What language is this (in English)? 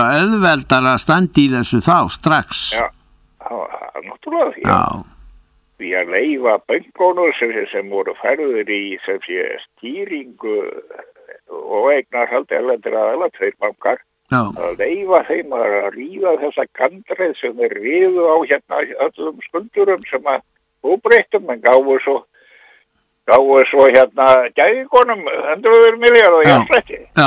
Icelandic